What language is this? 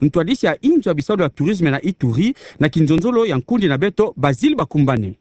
Kituba (Democratic Republic of Congo)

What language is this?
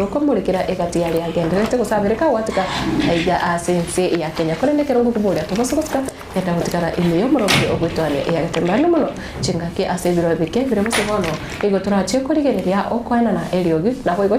Gusii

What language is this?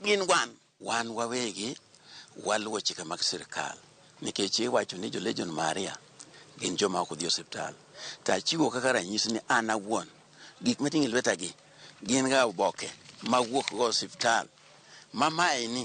Luo (Kenya and Tanzania)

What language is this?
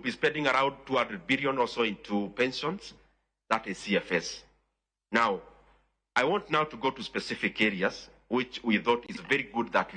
Luo (Kenya and Tanzania)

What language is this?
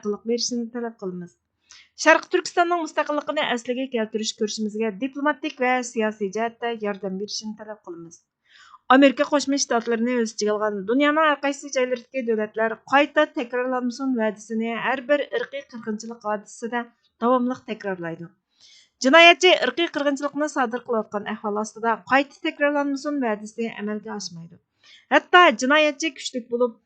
Uyghur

